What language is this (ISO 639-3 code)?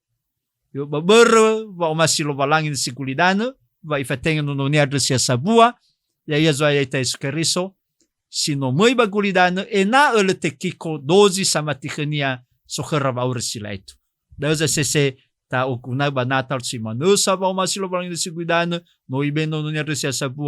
nia